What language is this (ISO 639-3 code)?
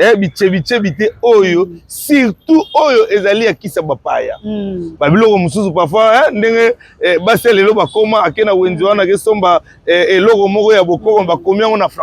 lin